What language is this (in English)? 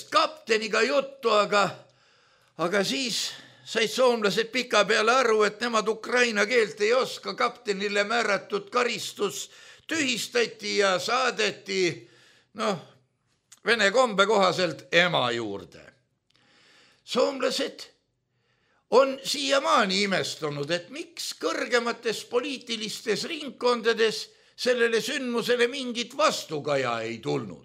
Estonian